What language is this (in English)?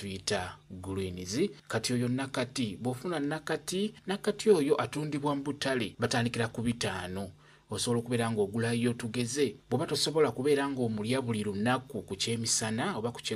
Ganda